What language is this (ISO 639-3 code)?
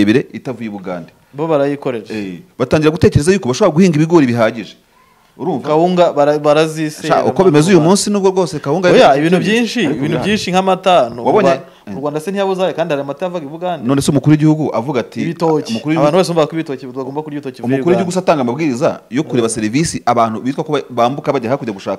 kin